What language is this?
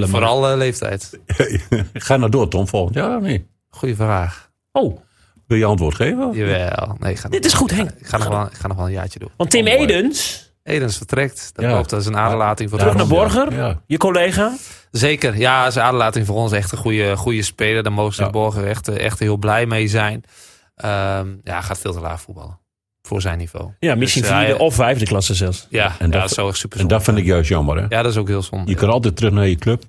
Dutch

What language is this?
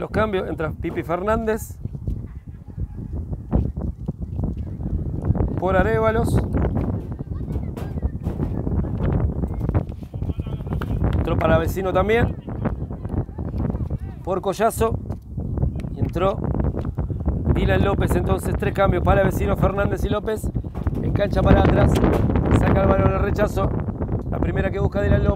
Spanish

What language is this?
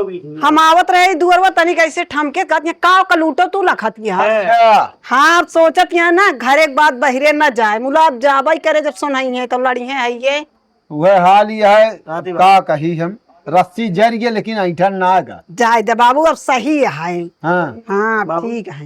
Awadhi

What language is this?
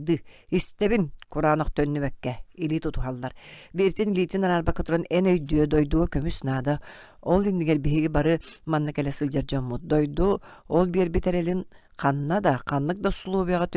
Yakut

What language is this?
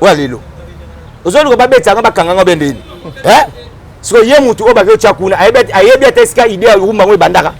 Lingala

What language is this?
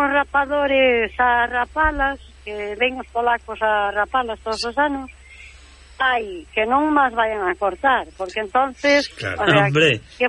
Galician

